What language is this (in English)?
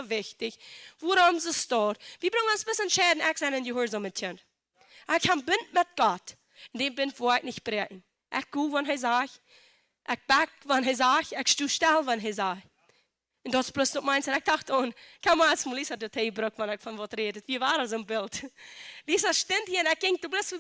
Plautdietsch